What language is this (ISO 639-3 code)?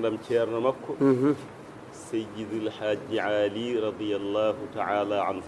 ful